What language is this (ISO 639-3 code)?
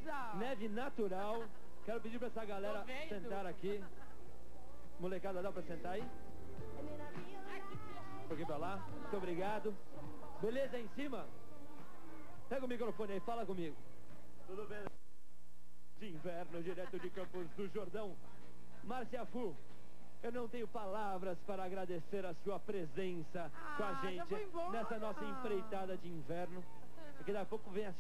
por